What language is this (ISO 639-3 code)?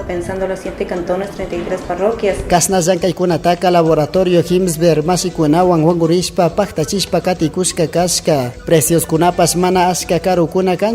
qug